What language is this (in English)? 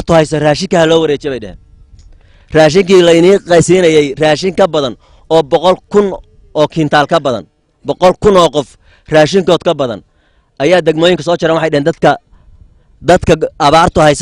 Somali